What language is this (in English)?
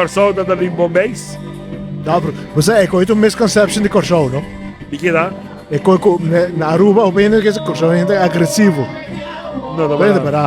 Papiamento